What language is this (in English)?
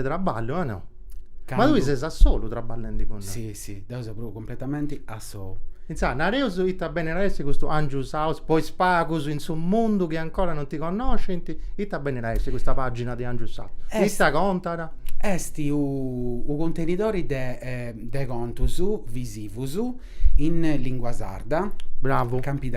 Sardinian